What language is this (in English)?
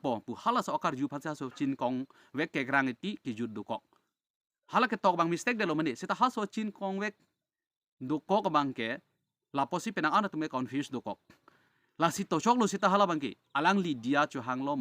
Karbi